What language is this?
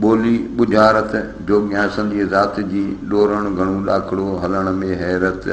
Sindhi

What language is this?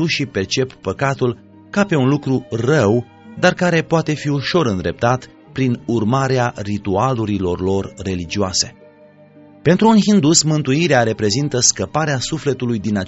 Romanian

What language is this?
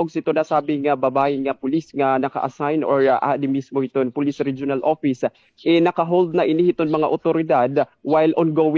Waray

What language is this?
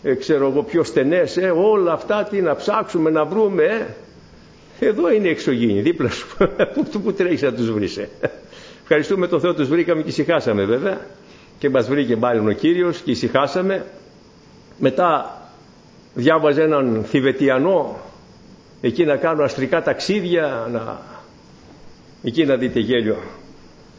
Greek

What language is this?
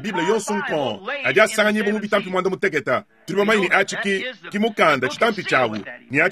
Luba-Lulua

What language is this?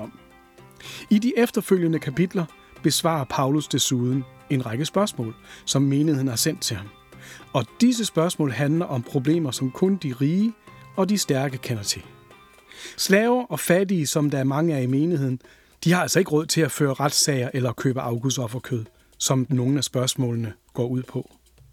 Danish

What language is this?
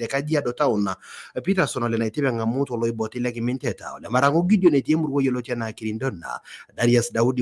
Masai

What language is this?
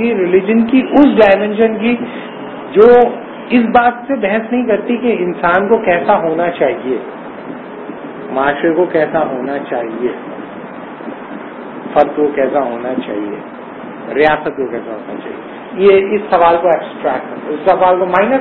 Urdu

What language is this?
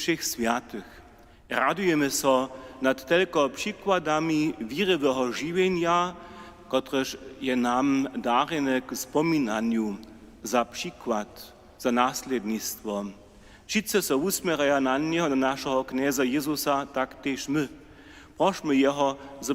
Upper Sorbian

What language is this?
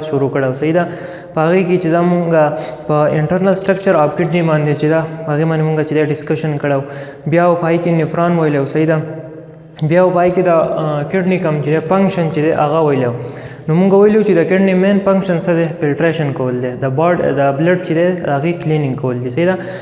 Pashto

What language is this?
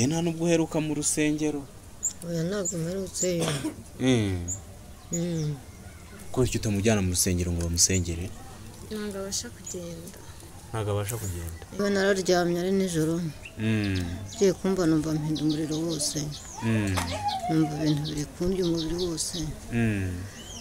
Kinyarwanda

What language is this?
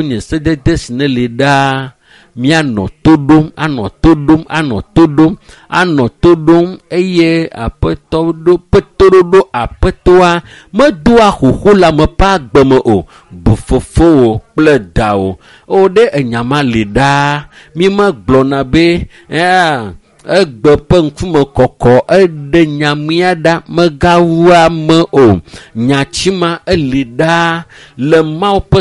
Ewe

